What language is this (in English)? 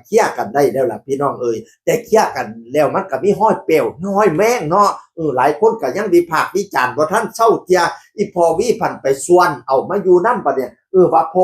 Northeastern Thai